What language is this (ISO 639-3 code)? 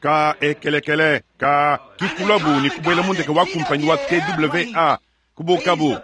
lua